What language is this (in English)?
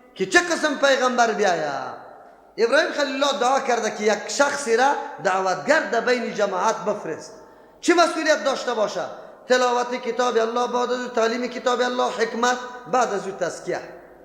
Persian